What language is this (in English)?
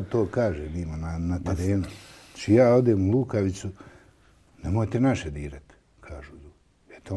Bosnian